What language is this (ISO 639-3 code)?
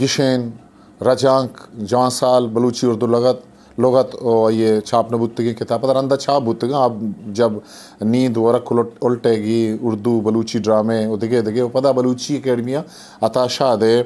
bgp